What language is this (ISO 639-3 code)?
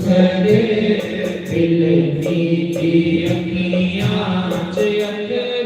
doi